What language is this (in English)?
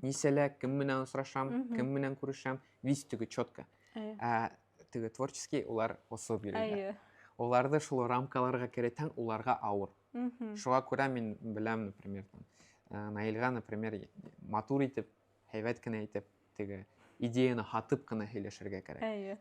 Bashkir